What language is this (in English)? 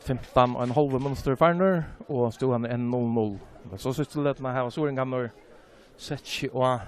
Faroese